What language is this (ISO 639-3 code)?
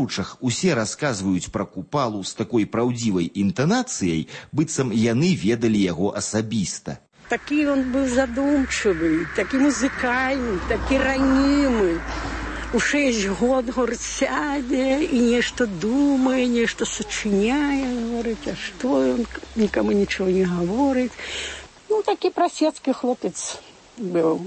bel